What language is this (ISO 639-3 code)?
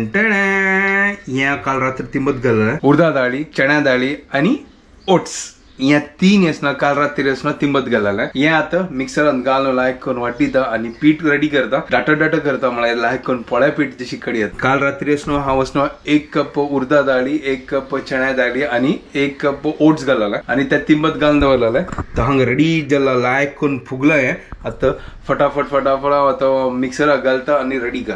kok